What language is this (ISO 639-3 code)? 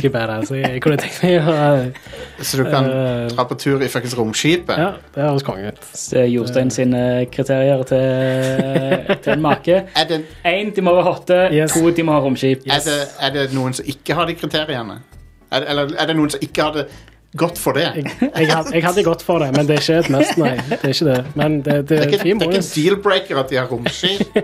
nor